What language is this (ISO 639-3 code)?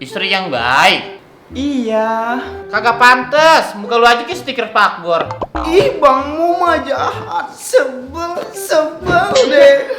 bew